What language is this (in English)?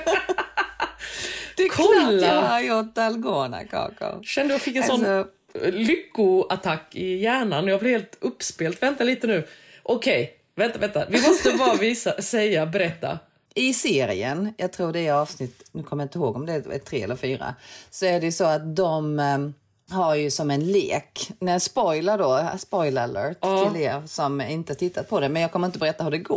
Swedish